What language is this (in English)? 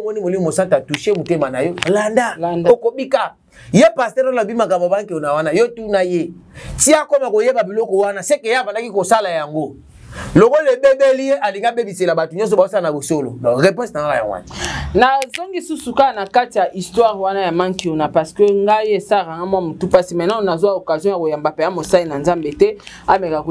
Lingala